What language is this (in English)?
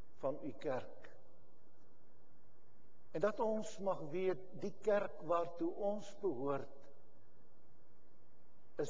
Afrikaans